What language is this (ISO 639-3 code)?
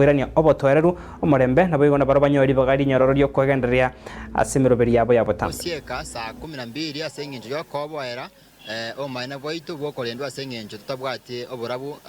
guz